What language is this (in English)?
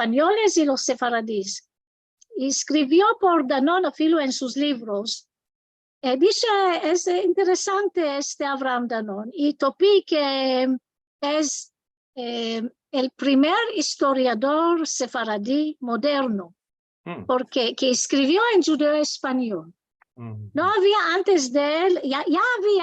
Ladino